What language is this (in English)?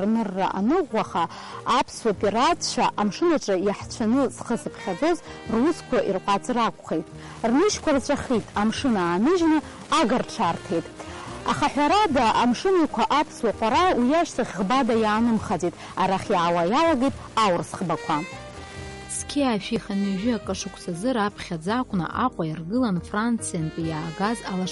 Abkhazian